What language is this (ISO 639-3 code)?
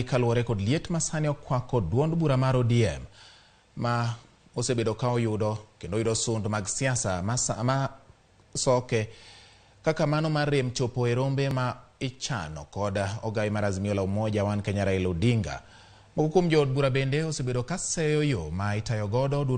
luo